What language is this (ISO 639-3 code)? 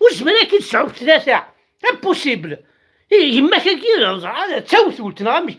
kab